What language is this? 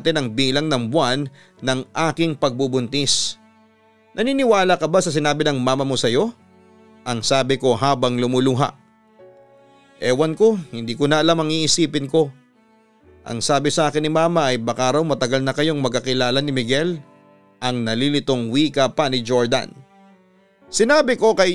Filipino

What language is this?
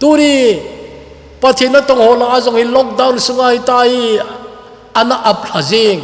Thado Chin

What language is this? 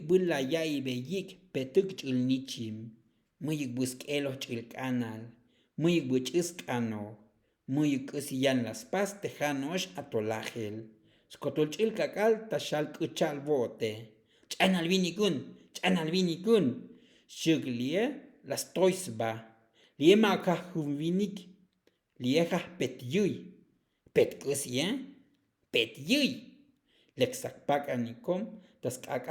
Tzotzil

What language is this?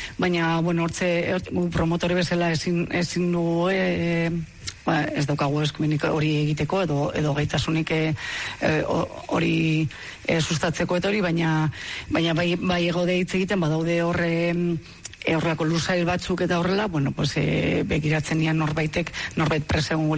Basque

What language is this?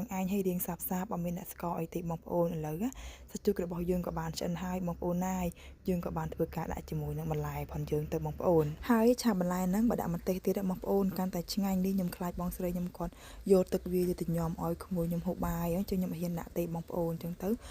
Khmer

